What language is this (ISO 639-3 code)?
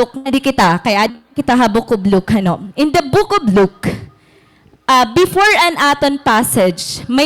war